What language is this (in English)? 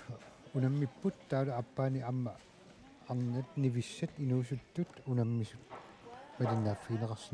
Kalaallisut